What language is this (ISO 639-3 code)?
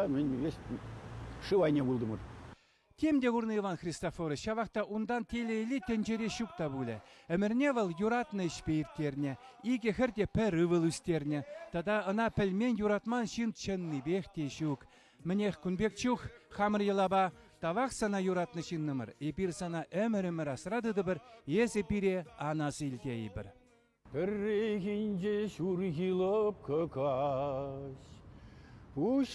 chv